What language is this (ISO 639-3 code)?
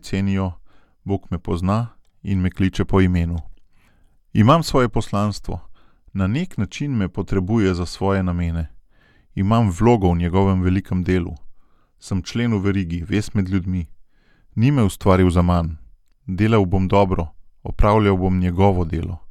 slv